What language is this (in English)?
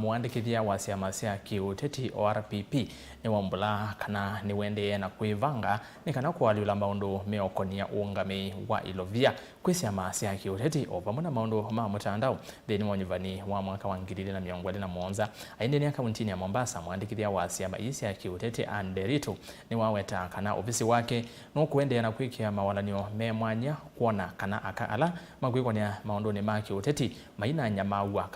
Kamba